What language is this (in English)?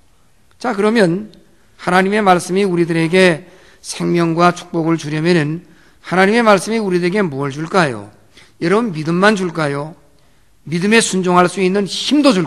Korean